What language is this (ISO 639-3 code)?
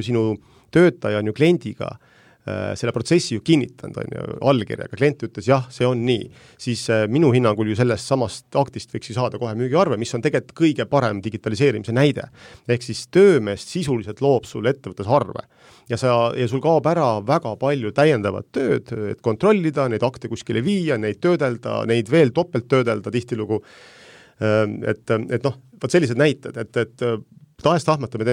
est